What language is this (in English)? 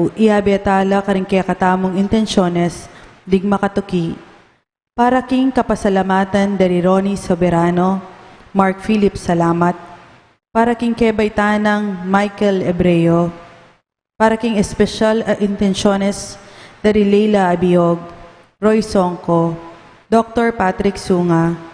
Pampanga